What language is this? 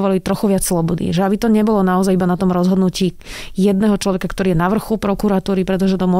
Slovak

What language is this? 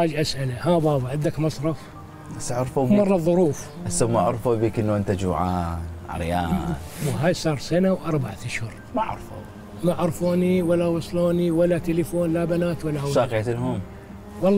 Mesopotamian Arabic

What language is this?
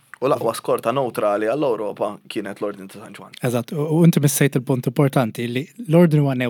Maltese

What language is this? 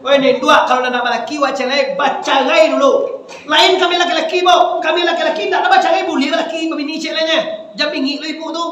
Minangkabau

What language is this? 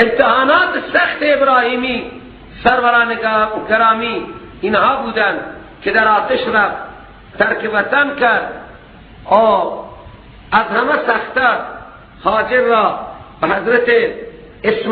Persian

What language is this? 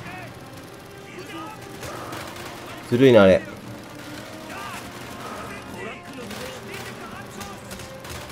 Japanese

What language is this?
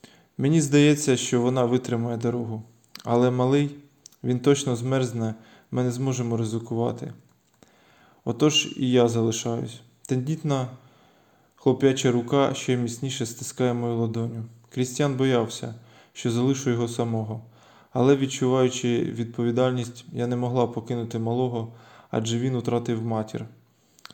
Ukrainian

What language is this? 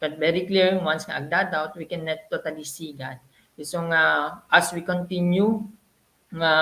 Iloko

